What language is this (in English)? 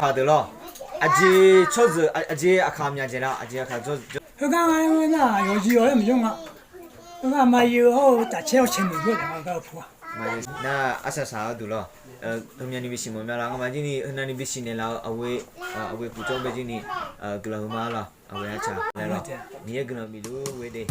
Akha